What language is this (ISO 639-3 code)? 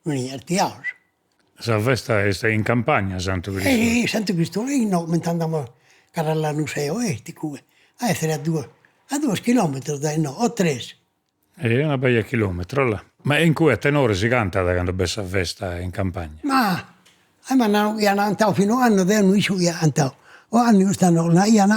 srd